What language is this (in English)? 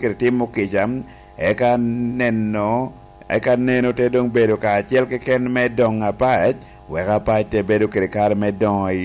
Lango (Uganda)